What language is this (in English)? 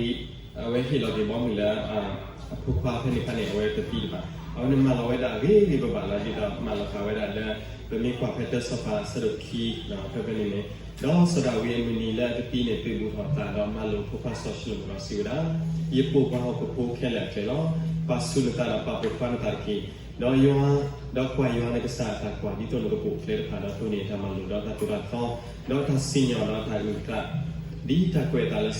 S'gaw Karen